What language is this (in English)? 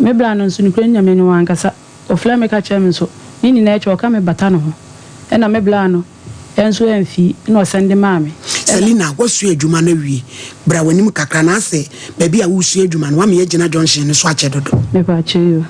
Akan